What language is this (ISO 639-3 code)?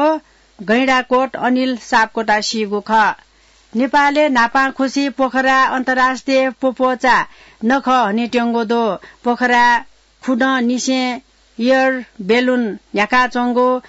new